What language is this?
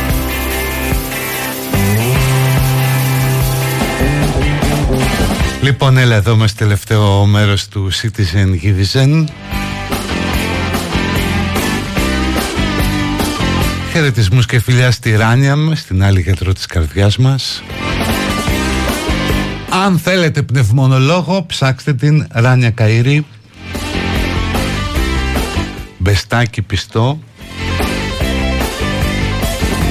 Greek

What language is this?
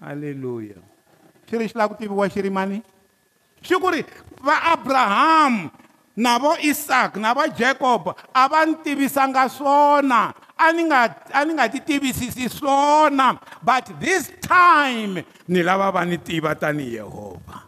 Tsonga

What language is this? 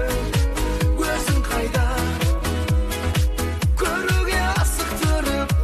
Kazakh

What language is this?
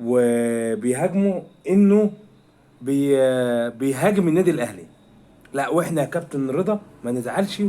Egyptian Arabic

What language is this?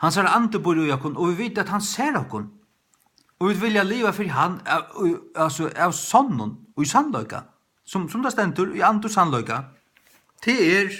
Faroese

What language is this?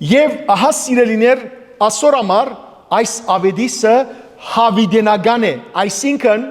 Western Armenian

